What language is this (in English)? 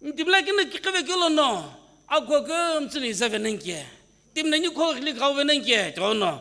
Sumi Naga